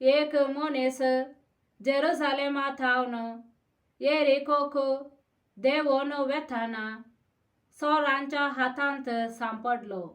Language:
Konkani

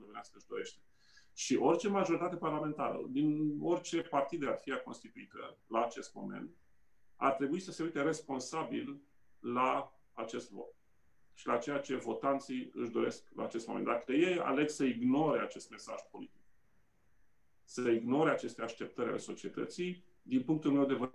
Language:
Romanian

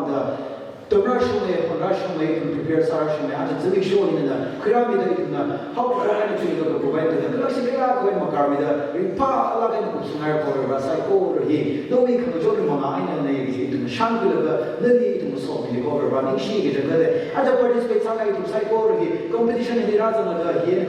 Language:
Tangkhul Naga (India)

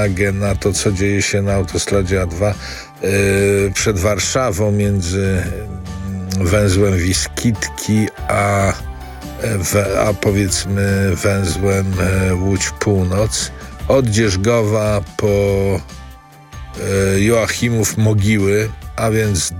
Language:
Polish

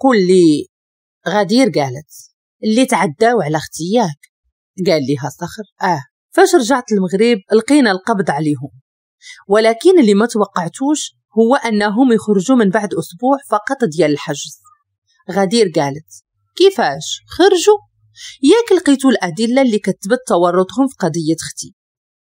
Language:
Moroccan Arabic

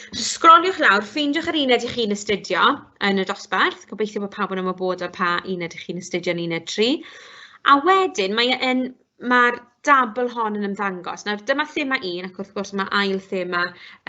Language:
Welsh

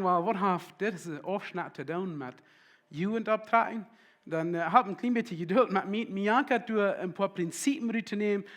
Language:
Plautdietsch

